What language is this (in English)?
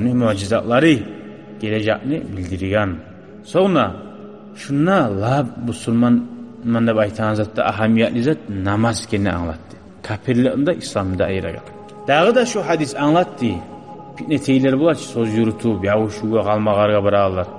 Kumyk